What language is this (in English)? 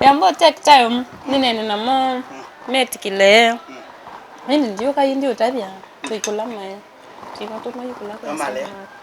Kamba